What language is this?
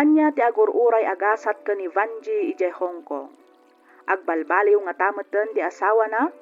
Iloko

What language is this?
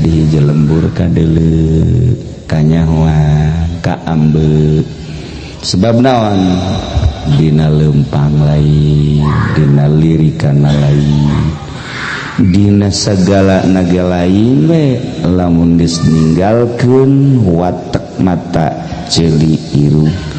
Sundanese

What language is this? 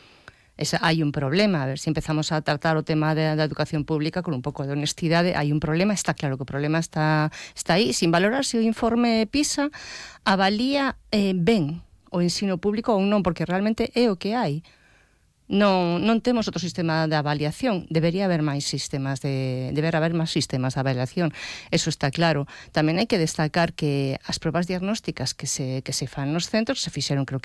Galician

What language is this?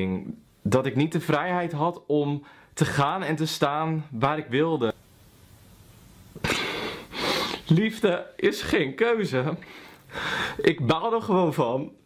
Dutch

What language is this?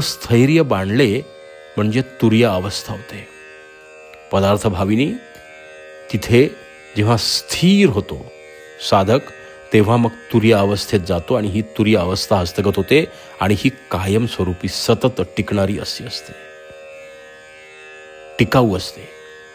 Marathi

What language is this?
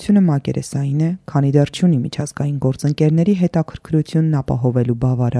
Armenian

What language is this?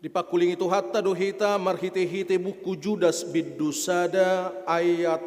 Batak Toba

